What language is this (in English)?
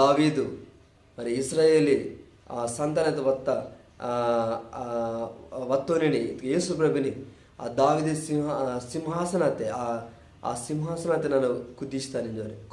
Koya